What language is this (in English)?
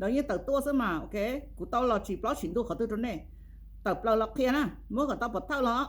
Hmong